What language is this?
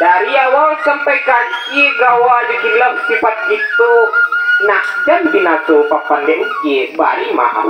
Minangkabau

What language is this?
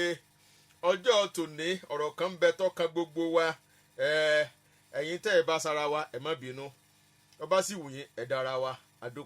Yoruba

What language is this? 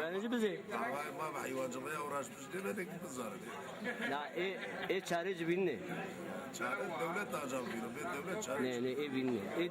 Zaza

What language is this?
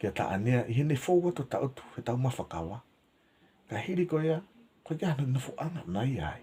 Tongan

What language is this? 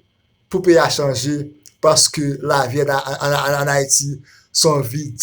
Haitian Creole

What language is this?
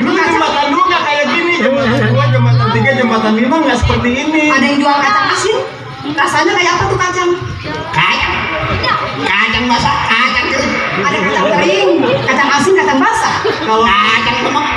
Betawi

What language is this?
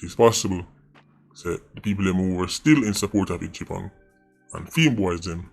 Jamaican Creole English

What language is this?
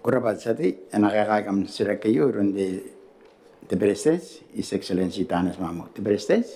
Gilbertese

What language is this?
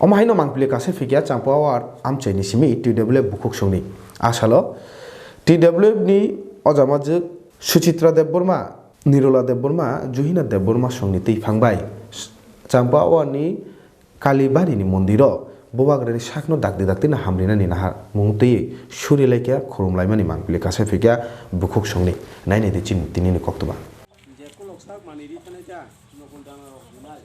Kok Borok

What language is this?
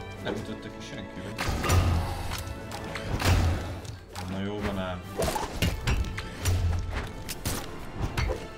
Hungarian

